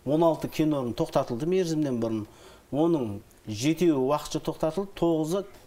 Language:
Kazakh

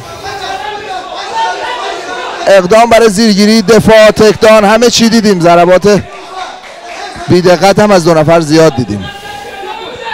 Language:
Persian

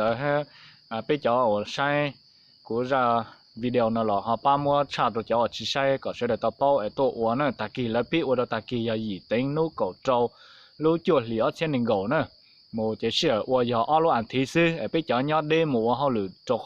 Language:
Hmong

